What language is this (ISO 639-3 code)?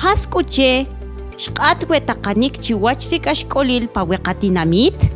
quc